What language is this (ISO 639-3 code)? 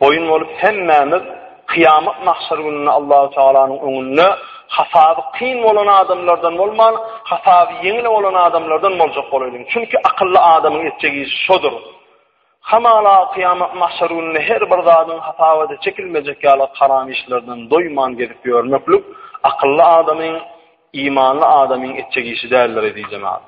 tuk